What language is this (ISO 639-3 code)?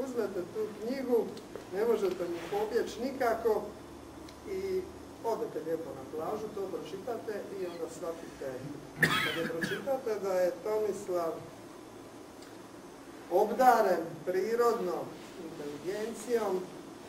hrv